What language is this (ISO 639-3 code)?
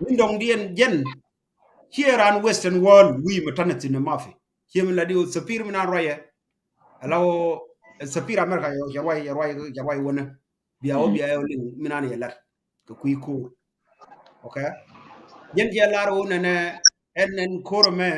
nus